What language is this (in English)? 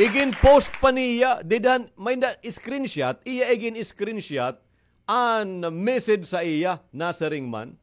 Waray